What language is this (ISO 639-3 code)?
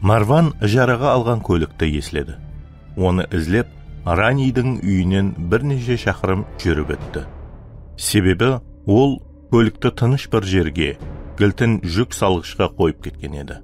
kaa